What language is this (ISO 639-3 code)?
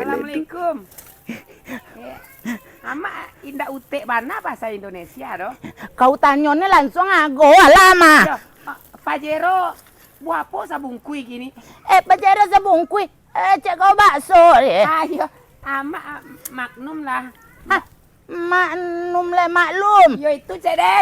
min